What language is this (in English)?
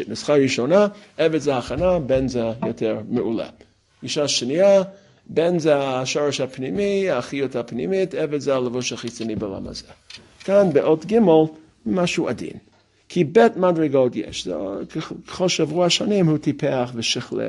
Hebrew